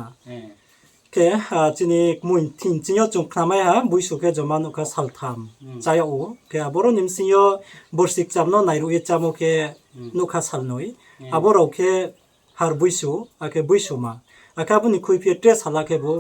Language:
Riang (India)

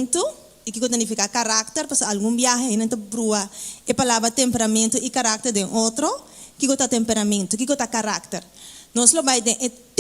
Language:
Papiamento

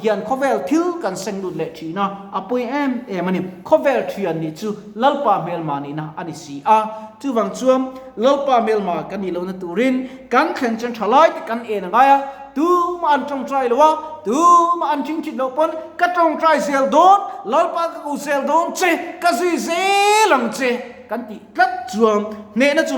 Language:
Mizo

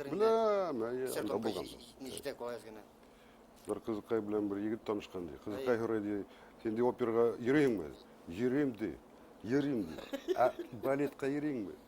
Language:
Bashkir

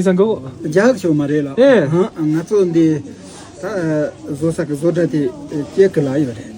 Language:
Tibetan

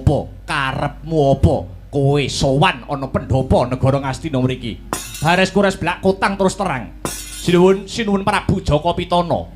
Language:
Javanese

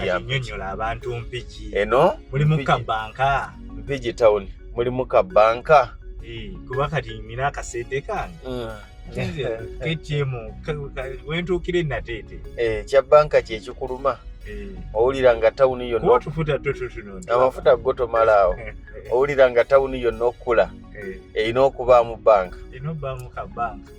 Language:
Ganda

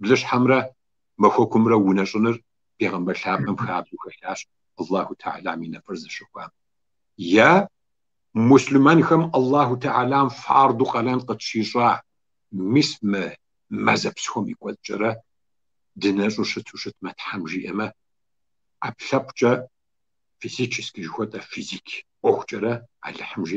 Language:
Kabardian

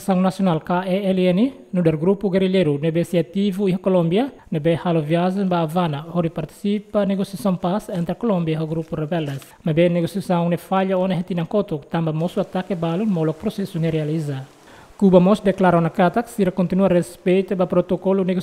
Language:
Tetum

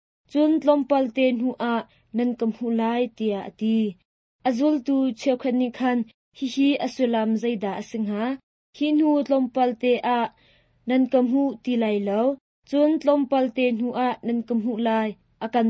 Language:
Hakha Chin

